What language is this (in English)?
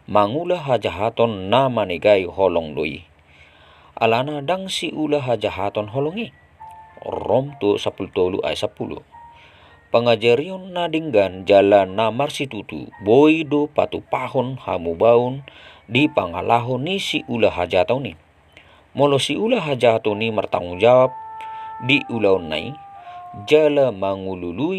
Batak Toba